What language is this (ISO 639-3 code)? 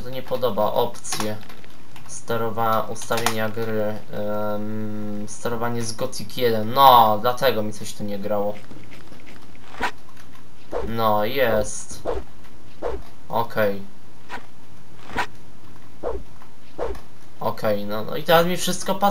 pol